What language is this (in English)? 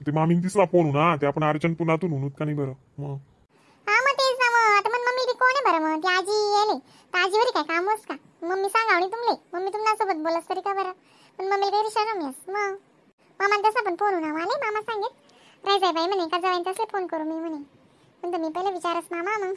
Khandesi